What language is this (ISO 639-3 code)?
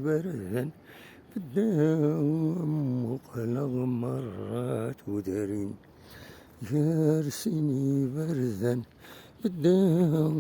kab